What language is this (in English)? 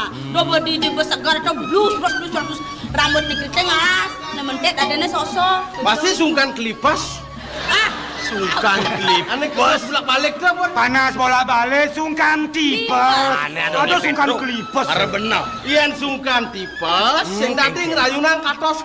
Balinese